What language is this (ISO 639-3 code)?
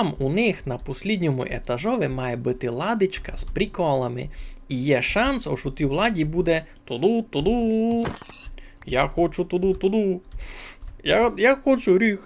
rue